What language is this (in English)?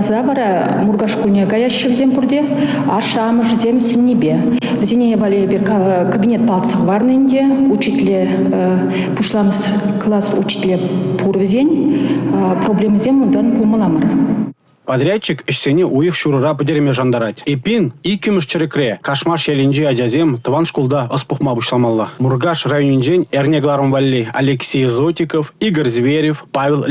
Chuvash